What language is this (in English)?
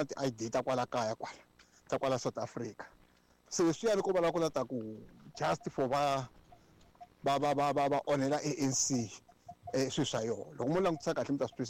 Tsonga